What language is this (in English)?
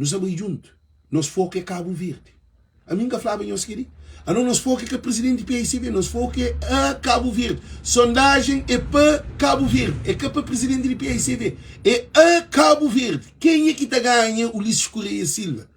Kabuverdianu